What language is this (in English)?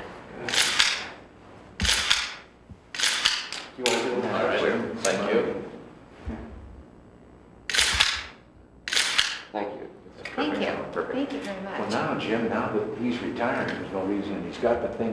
English